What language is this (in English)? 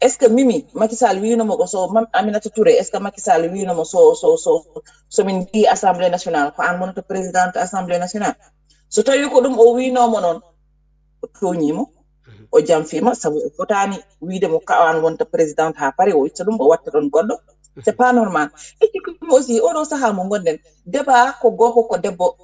Fula